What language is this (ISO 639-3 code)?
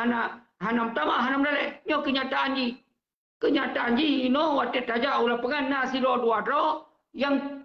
ace